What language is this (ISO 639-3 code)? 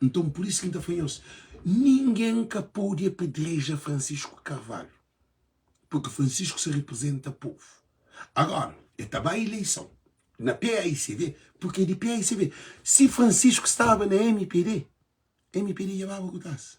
kea